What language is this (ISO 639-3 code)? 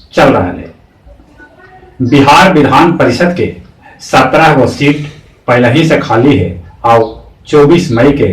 mag